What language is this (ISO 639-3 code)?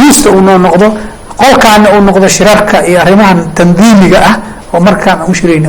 som